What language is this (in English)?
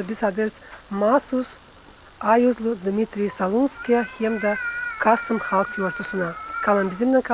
Gagauz